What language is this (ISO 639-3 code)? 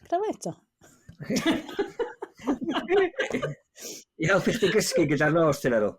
cym